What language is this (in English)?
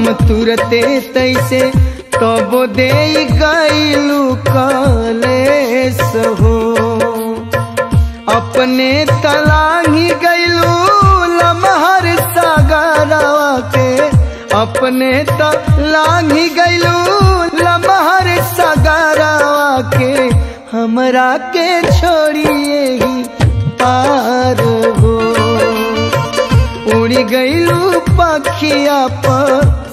Bhojpuri